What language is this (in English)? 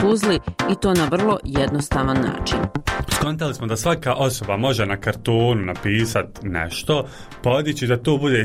Bosnian